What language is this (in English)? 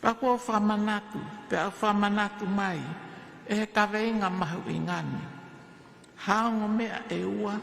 Tongan